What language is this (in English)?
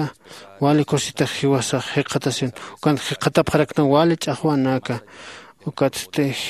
Aymara